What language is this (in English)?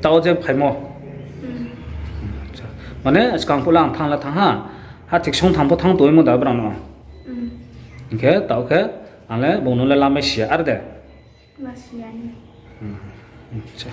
Riang (India)